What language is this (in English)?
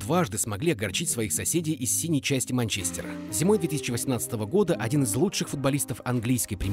Russian